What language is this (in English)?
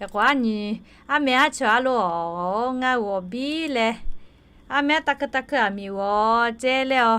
Lahu